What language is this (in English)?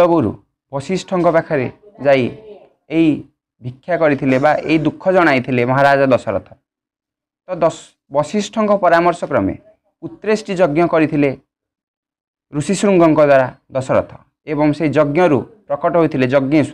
Odia